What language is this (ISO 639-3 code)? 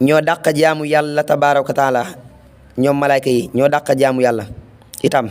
wol